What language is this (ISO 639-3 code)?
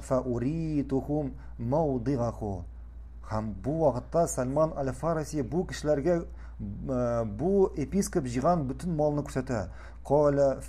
tat